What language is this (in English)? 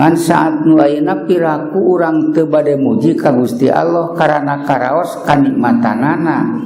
Sundanese